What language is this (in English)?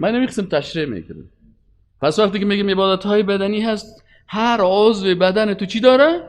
Persian